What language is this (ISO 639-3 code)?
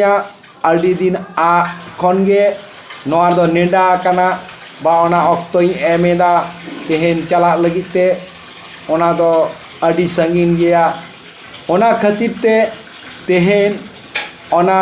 sat